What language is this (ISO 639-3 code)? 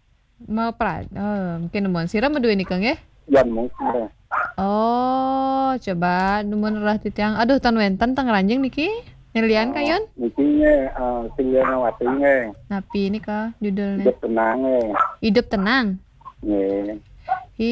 ban